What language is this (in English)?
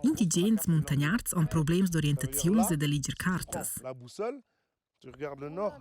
Romansh